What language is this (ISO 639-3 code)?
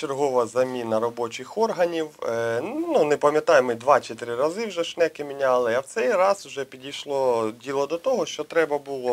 ukr